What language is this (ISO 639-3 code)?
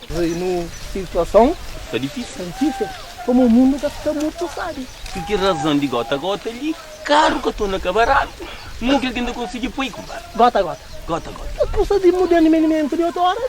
kea